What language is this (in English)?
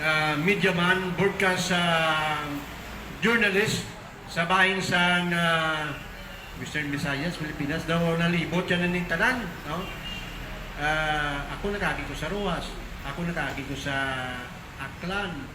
Hiligaynon